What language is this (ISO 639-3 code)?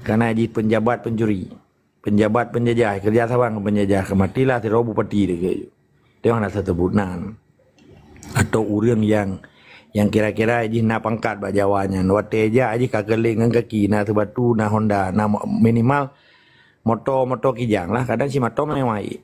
ace